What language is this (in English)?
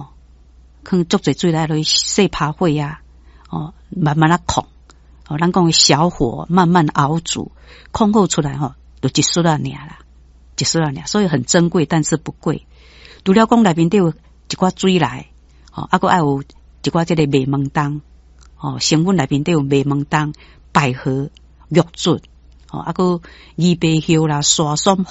Min Nan Chinese